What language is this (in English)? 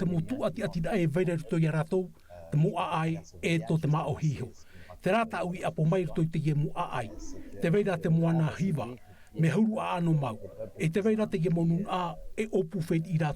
Tahitian